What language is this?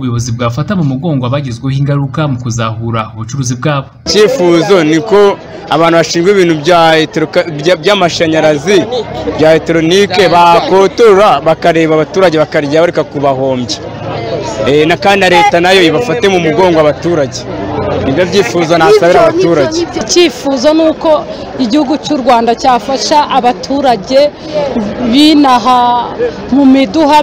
Kinyarwanda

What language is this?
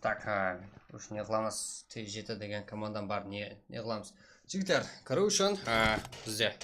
Kara-Kalpak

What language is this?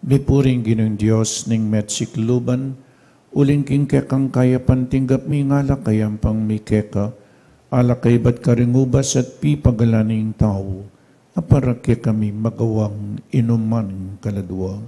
Pampanga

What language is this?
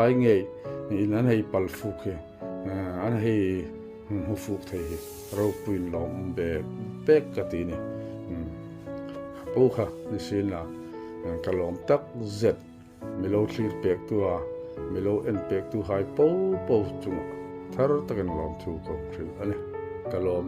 Hmar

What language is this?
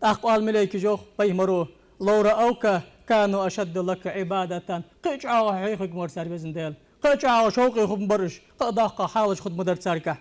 Ingush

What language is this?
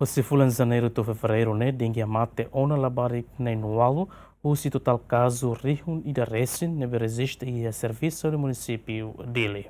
Tetum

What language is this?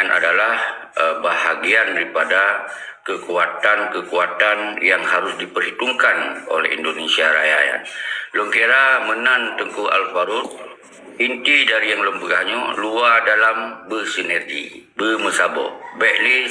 Achinese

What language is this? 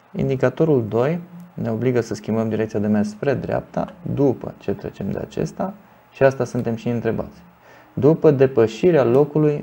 Romanian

